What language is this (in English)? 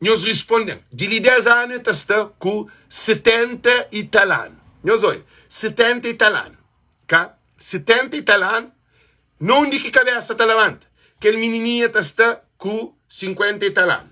Kabuverdianu